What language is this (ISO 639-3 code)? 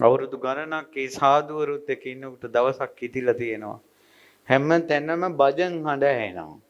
sin